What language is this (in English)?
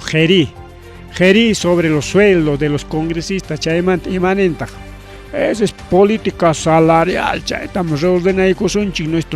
Ayacucho Quechua